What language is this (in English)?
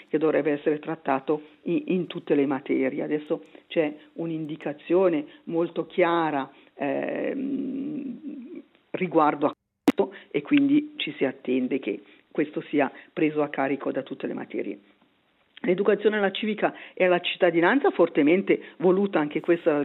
Italian